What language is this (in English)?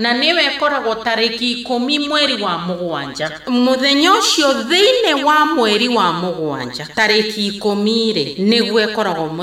Kikuyu